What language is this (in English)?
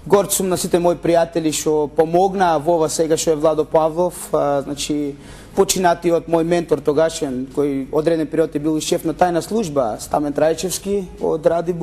Macedonian